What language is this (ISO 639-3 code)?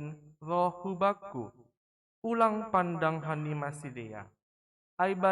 bts